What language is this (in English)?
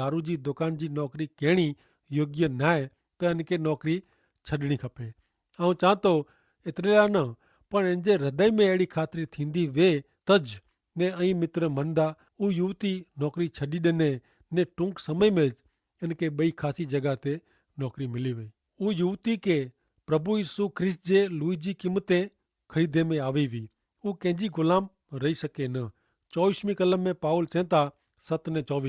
Kachhi